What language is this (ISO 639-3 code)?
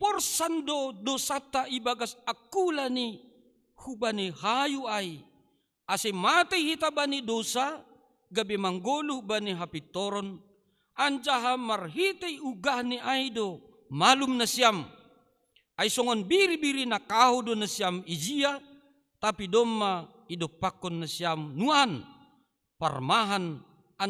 bts